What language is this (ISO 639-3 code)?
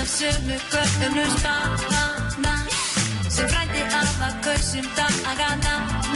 isl